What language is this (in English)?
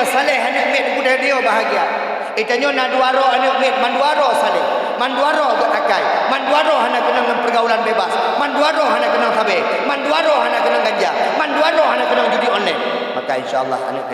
Achinese